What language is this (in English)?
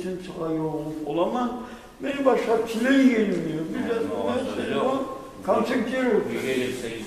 Kumyk